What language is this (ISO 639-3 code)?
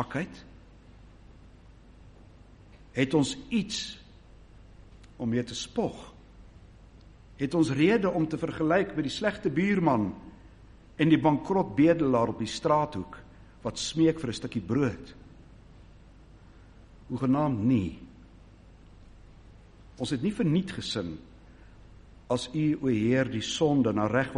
afr